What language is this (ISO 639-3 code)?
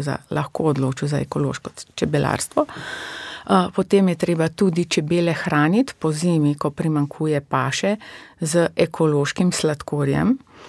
slv